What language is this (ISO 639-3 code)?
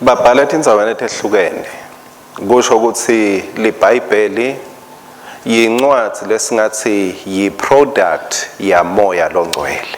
ssw